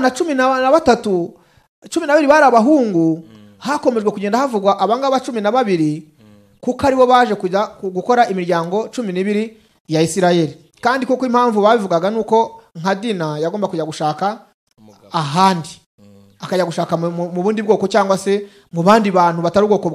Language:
Kinyarwanda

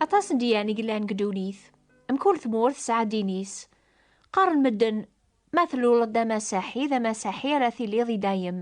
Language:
Kabyle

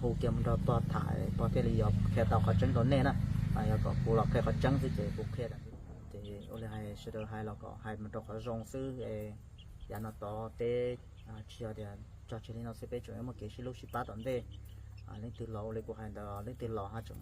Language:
Hmong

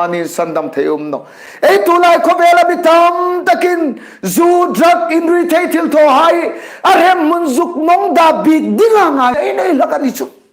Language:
Hmar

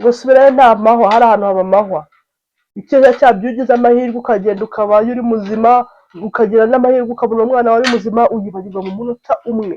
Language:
Kinyarwanda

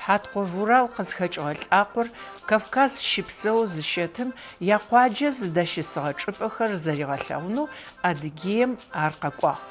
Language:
Adyghe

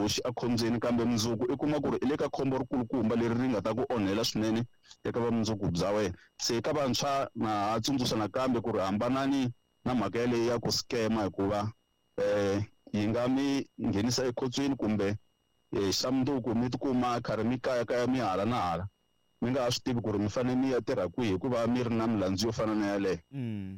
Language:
Tsonga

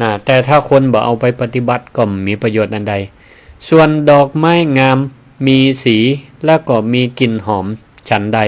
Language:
Northern Thai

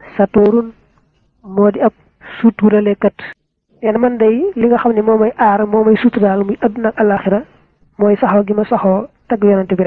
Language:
Wolof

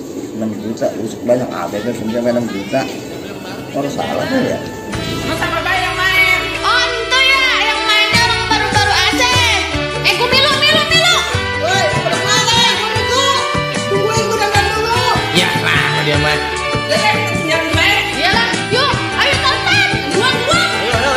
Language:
Betawi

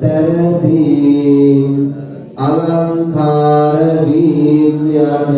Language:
Sinhala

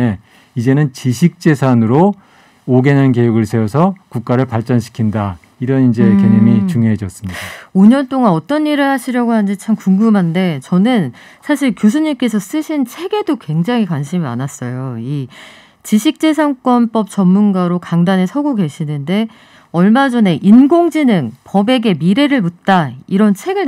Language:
Korean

